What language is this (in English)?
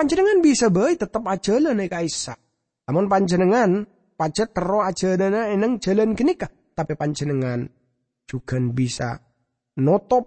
Madurese